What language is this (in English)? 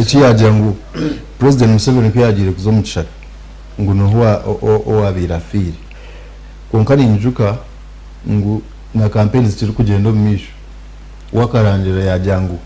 Nyankole